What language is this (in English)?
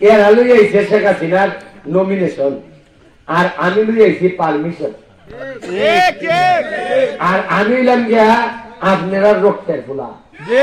Sylheti